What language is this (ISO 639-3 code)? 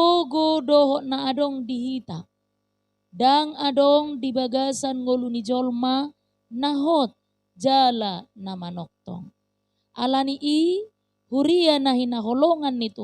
bbc